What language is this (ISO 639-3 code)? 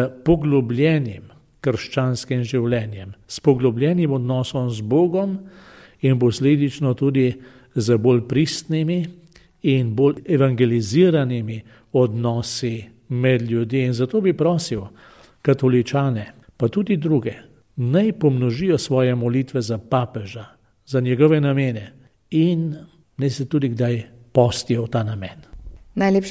slv